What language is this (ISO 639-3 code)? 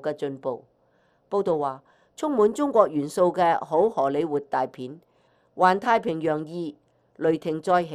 yue